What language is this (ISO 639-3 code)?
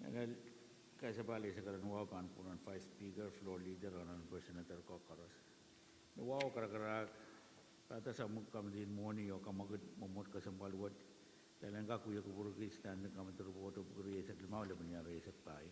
pon